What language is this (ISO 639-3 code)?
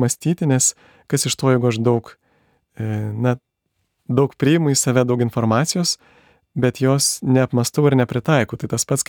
lit